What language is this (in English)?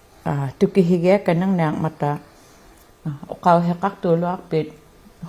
Inuktitut